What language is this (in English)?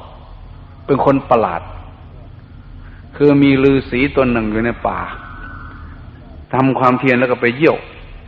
Thai